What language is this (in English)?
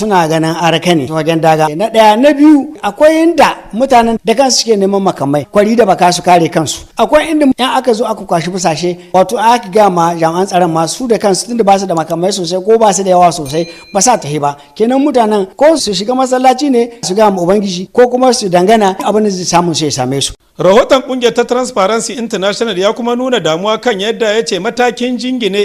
Hausa